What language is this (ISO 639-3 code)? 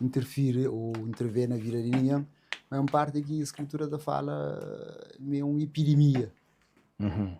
kea